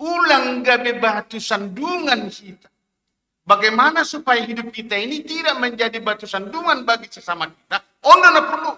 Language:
Batak Simalungun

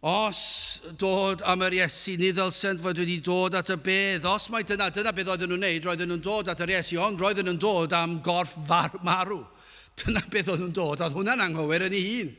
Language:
Welsh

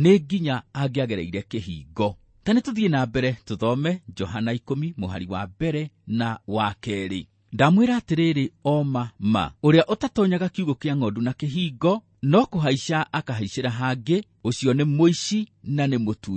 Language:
Kikuyu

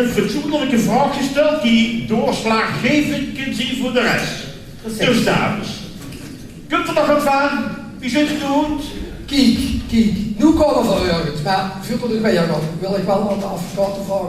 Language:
Limburgish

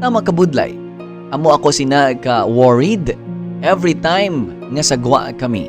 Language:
Hiligaynon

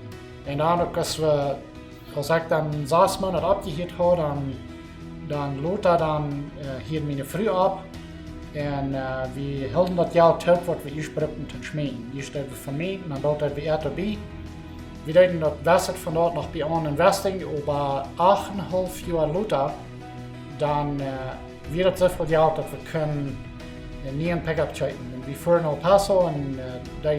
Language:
Plautdietsch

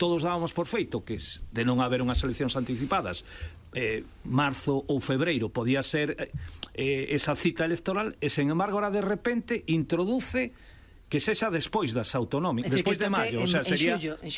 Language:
Galician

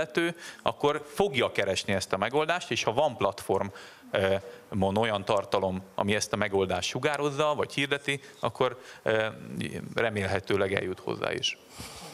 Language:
Hungarian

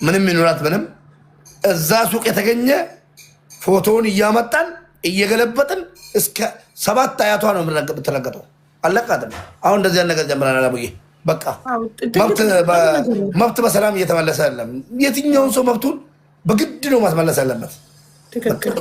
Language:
Amharic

